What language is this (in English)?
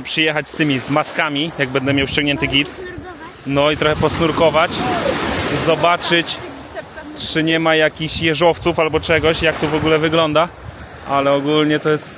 Polish